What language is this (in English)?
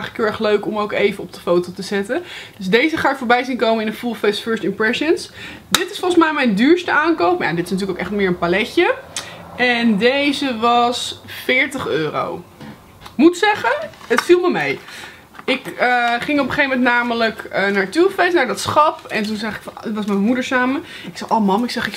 Dutch